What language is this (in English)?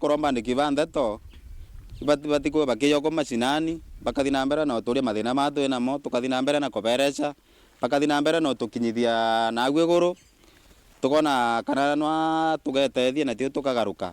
Meru